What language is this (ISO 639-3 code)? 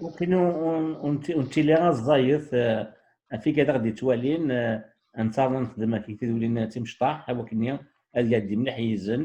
kab